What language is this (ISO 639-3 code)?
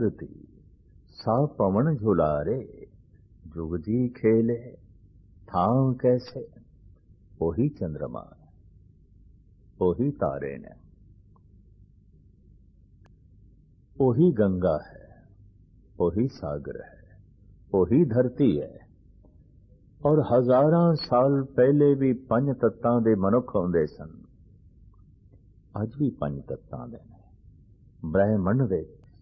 pan